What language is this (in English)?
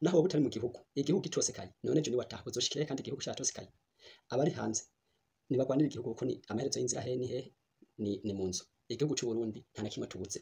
Rundi